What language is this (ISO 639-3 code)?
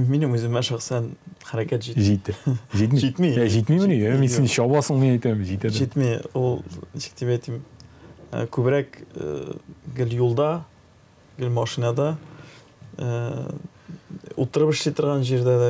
tat